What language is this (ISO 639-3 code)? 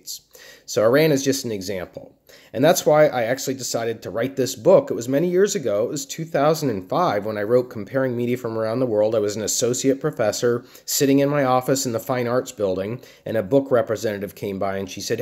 eng